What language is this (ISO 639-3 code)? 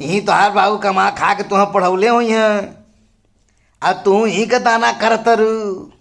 bho